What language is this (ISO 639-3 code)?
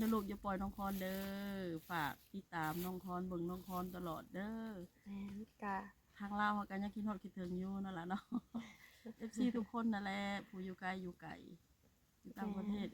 lao